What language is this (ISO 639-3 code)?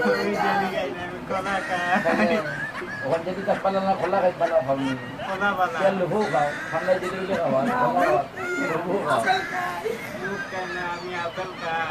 syl